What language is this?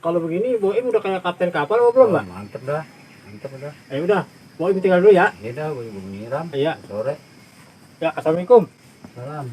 Betawi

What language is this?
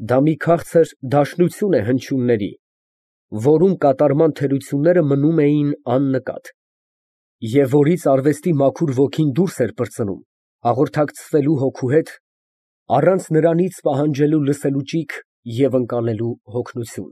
Armenian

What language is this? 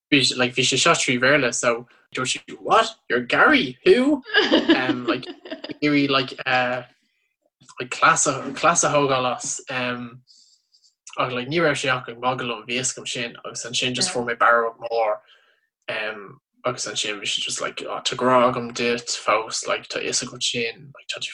Irish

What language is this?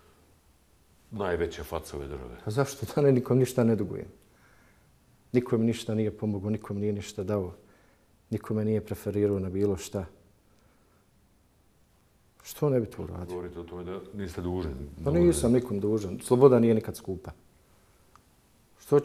Bosnian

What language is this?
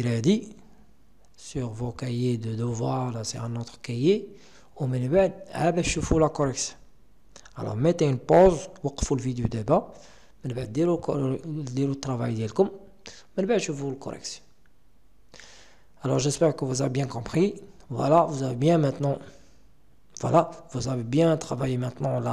French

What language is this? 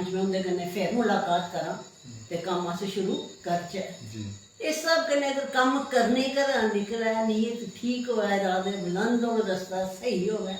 Dogri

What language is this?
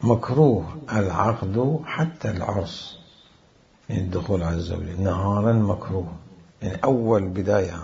Mesopotamian Arabic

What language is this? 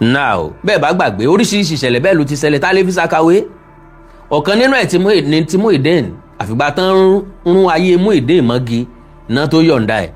Yoruba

